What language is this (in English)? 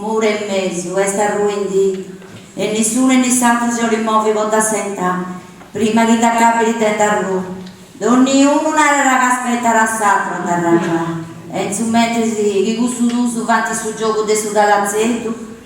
Sardinian